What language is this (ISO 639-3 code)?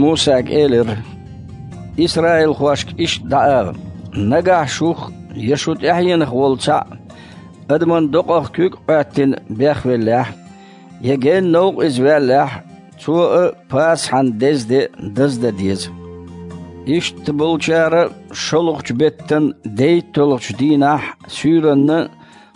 che